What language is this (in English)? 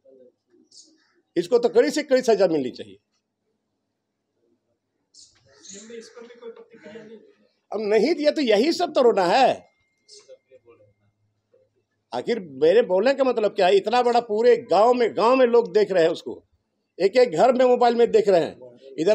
Hindi